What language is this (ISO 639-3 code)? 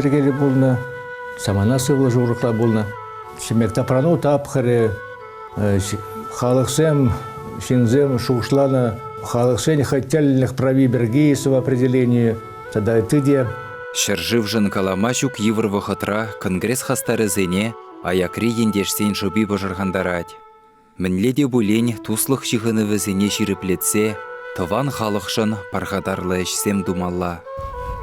chv